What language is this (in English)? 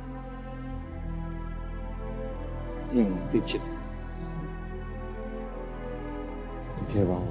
Burmese